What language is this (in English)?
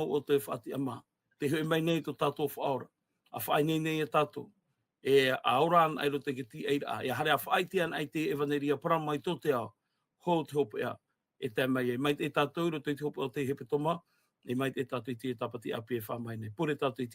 Tahitian